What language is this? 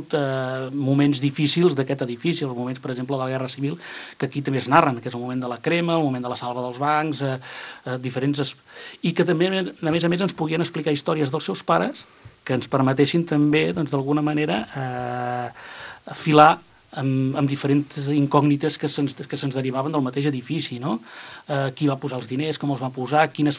Catalan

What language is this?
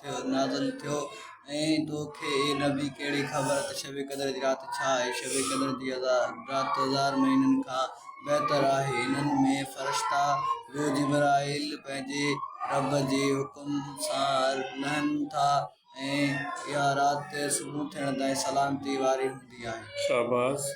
Sindhi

